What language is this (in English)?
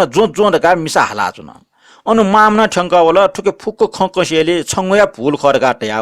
Newari